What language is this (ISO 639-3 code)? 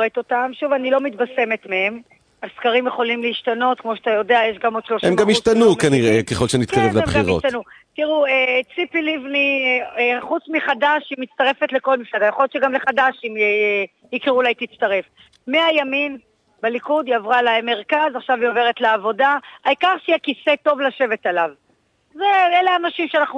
heb